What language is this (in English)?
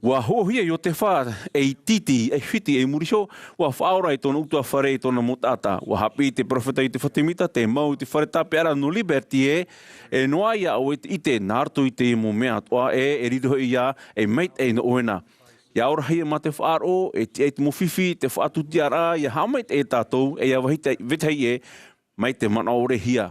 Tahitian